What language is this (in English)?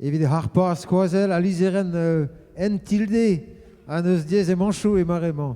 Breton